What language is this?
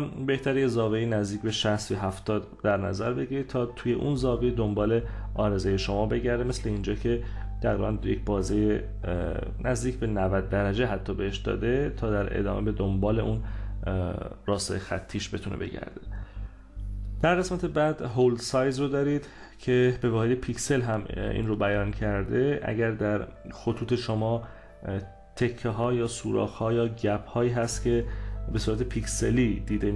Persian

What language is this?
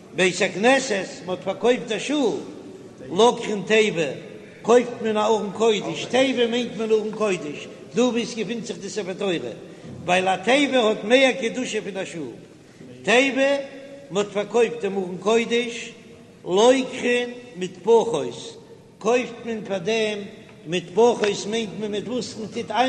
Yiddish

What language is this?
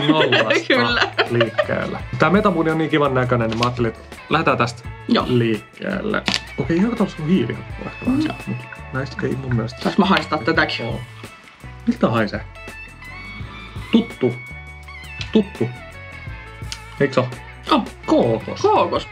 Finnish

